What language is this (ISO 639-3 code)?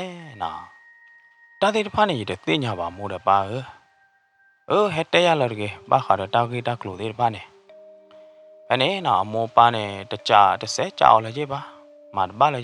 ksw